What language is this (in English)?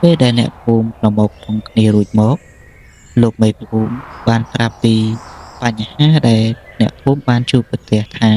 Khmer